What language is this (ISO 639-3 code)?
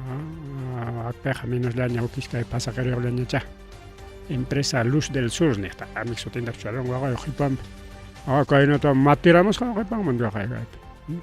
quy